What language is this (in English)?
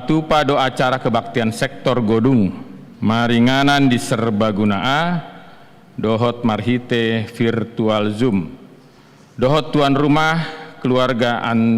Batak Toba